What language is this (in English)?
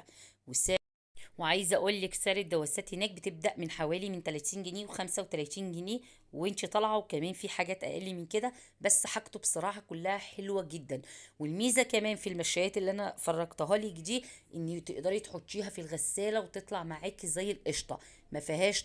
Egyptian Arabic